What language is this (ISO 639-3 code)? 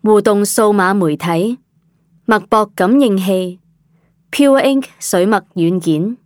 yue